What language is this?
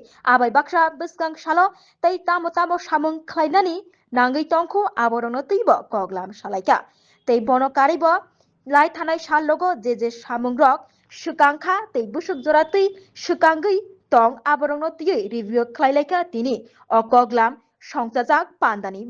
Kok Borok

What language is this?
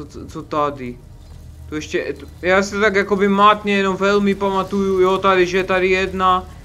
Czech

